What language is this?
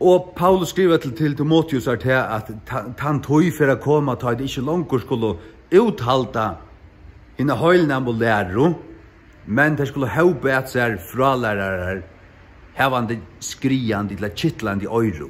Faroese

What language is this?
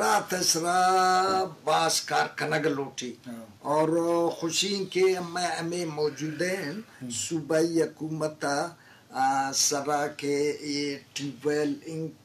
Eastern Balochi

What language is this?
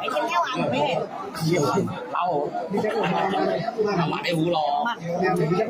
Nung (Viet Nam)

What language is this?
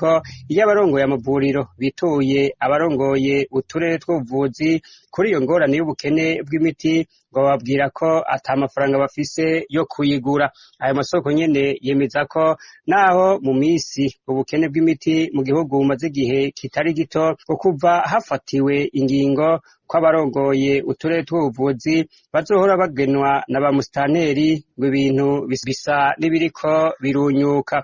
Rundi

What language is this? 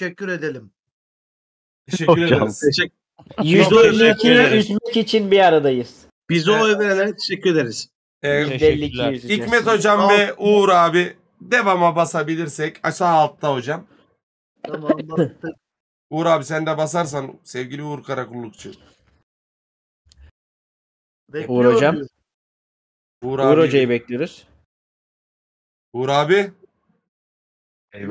Turkish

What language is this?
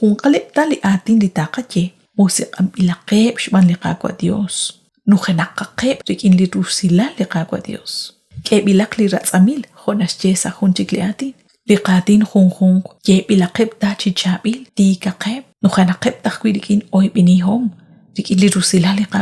Kekchí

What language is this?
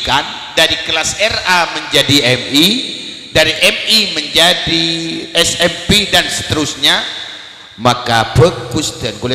Madurese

